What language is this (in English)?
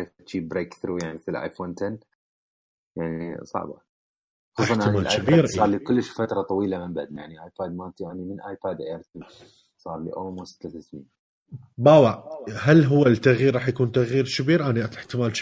Mesopotamian Arabic